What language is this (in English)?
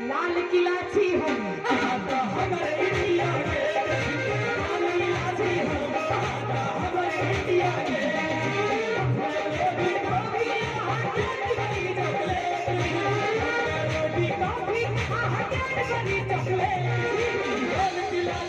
Maithili